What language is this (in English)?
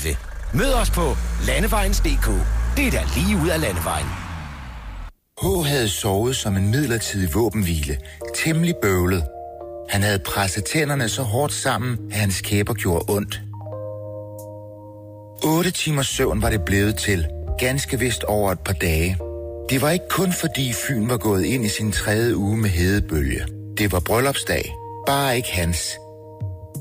Danish